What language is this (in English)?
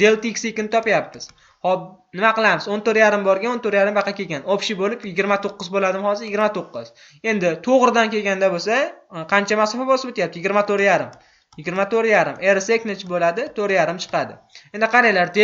Uzbek